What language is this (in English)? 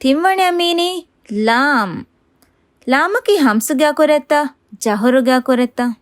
Divehi